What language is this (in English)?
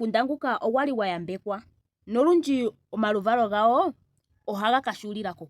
Ndonga